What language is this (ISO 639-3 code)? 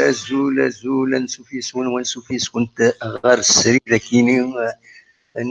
kab